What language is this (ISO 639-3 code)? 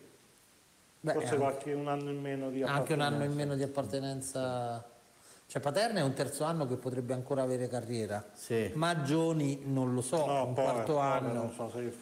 ita